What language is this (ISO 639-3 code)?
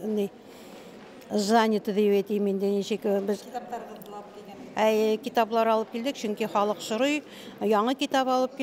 bak